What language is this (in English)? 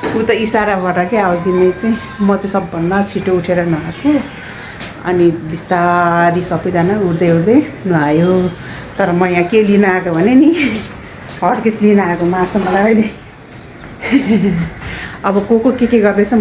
Nepali